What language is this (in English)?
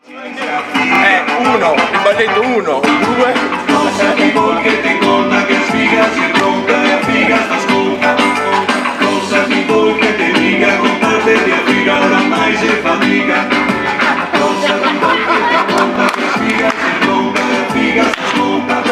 Venetian